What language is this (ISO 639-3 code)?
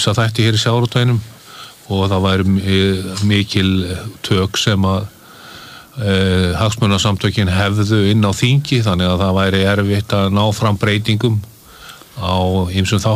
isl